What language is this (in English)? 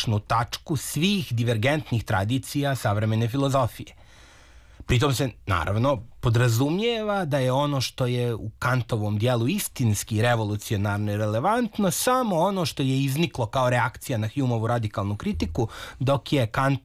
Serbian